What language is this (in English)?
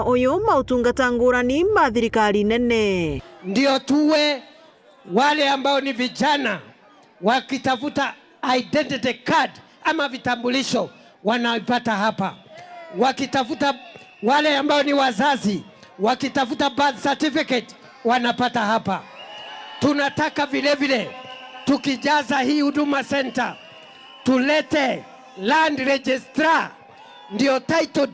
Meru